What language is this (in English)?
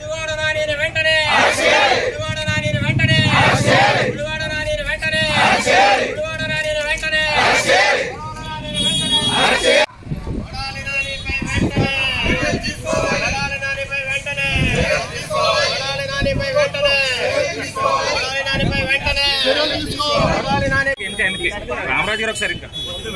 Telugu